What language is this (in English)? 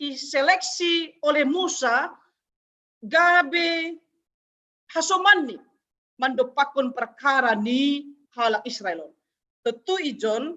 Batak Simalungun